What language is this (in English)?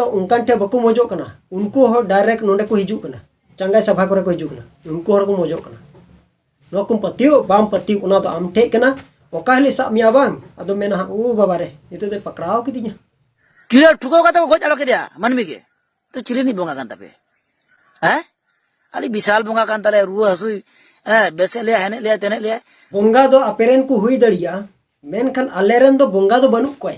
Santali